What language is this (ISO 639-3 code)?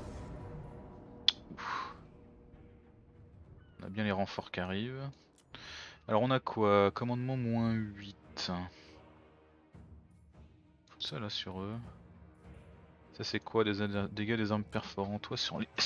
fra